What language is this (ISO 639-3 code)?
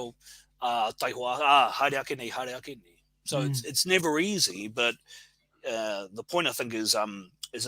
mri